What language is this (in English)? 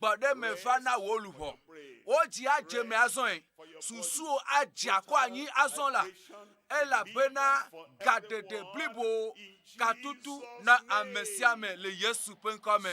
Ewe